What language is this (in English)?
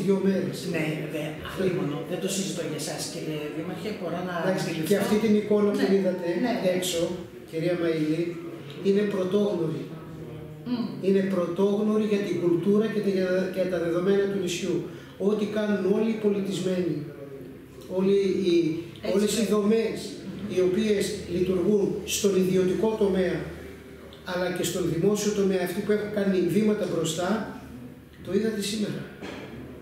Greek